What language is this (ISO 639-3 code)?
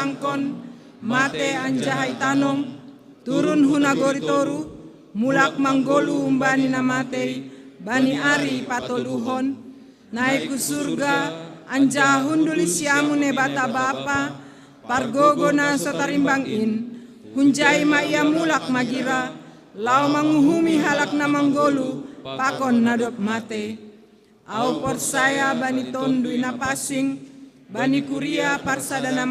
bts